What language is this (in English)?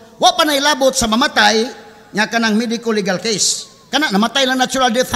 Cebuano